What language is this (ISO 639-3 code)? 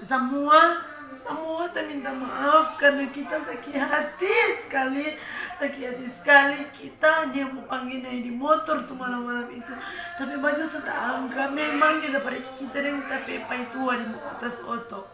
xmm